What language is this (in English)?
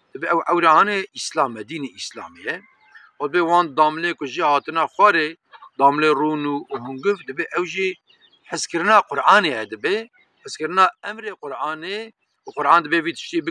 Kurdish